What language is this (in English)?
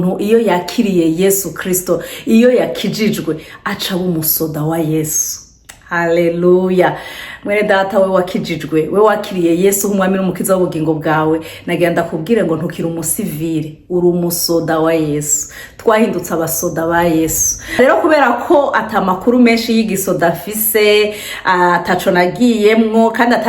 Rundi